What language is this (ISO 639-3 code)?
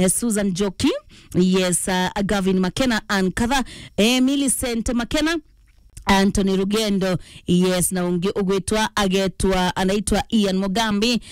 mer